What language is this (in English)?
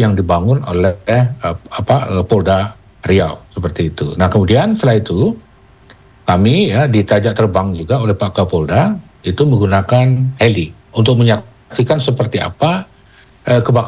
Indonesian